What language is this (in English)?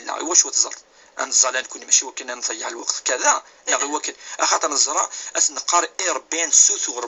Kabyle